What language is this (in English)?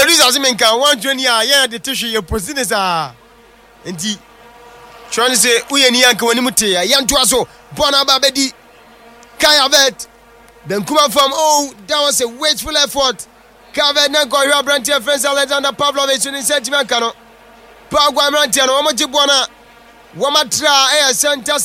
Akan